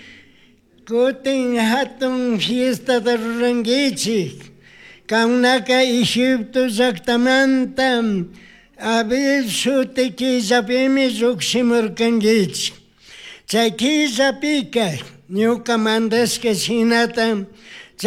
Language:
Chimborazo Highland Quichua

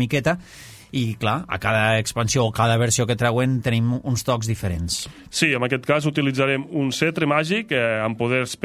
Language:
Catalan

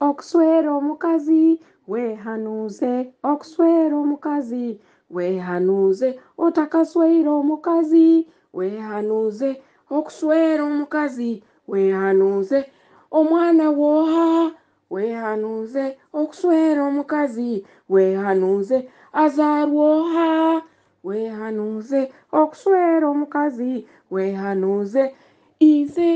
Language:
Nyoro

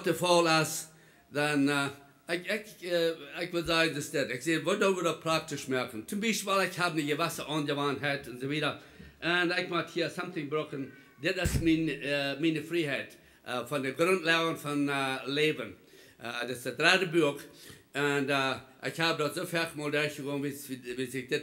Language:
Plautdietsch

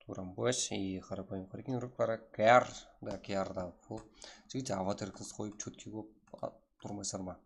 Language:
Kara-Kalpak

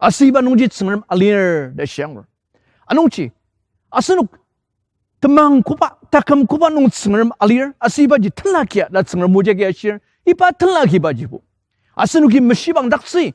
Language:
Ao Naga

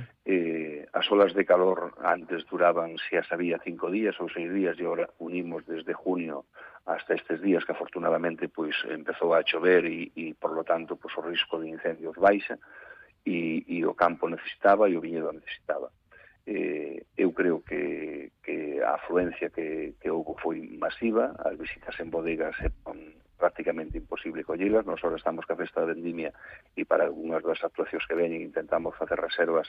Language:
Galician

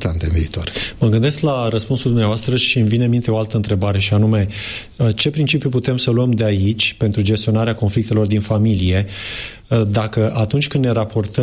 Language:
Romanian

